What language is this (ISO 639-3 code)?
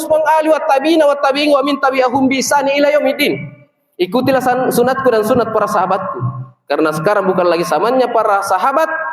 mak